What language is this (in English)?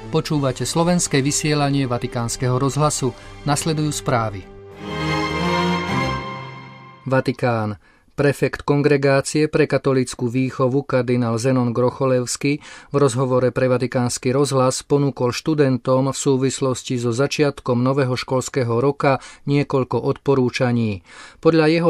Slovak